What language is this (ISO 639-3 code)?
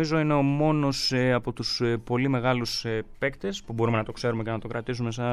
ell